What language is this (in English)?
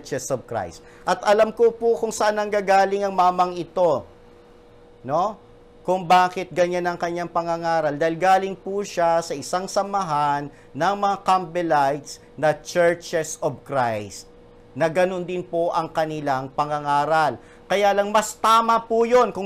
Filipino